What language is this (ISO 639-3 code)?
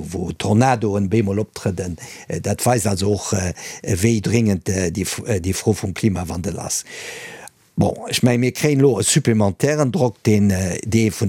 ltz